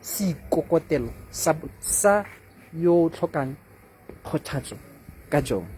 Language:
Tswana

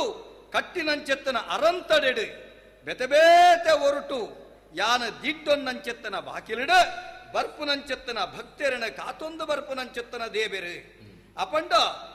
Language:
Tulu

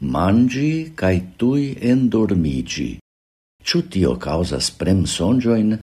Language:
Esperanto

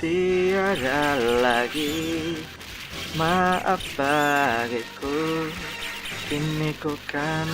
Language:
Banjar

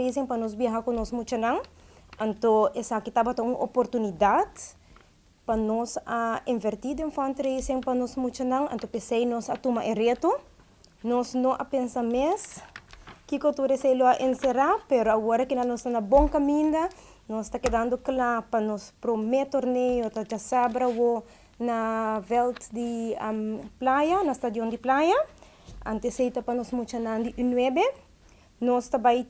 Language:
Papiamento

